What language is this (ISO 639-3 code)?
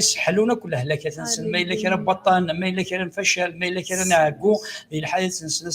kab